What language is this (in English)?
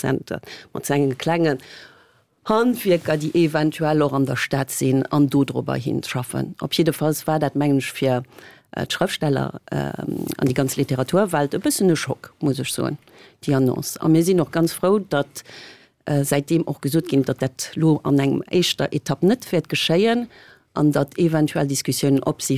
Luxembourgish